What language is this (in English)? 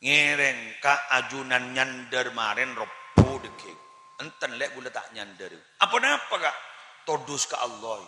Madurese